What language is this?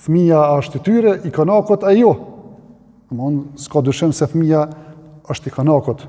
Albanian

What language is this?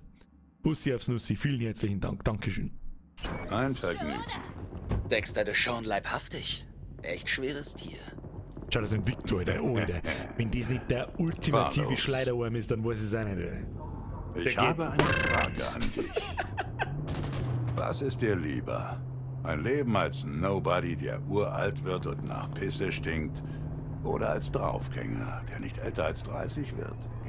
Bavarian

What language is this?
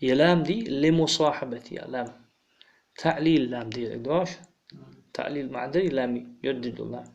Ingush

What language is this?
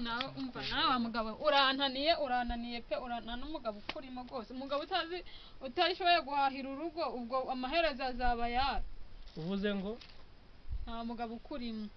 Kinyarwanda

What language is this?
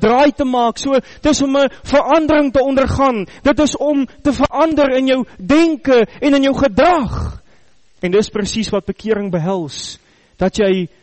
Afrikaans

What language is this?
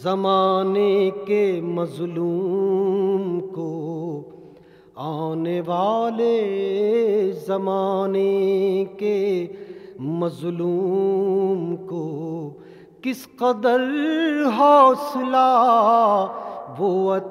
Urdu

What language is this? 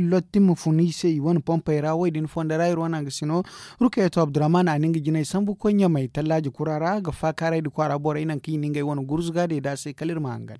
Zarma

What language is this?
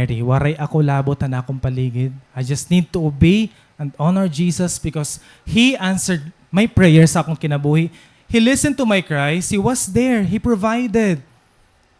Waray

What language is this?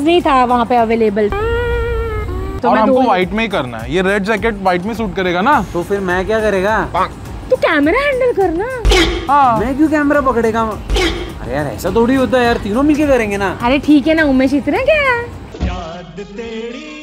Hindi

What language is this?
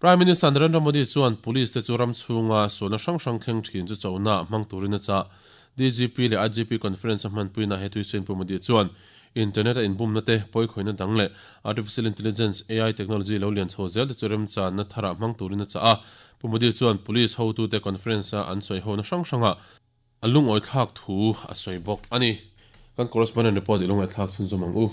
Mizo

